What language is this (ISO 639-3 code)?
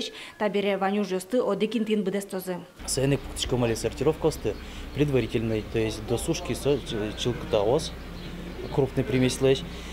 udm